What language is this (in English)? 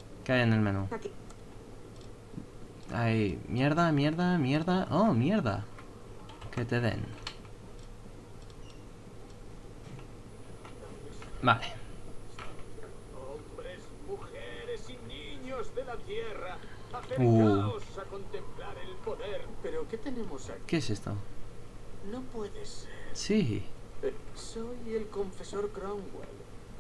Spanish